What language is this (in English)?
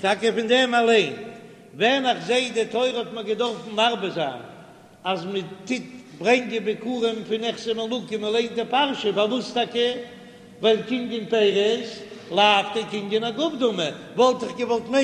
Yiddish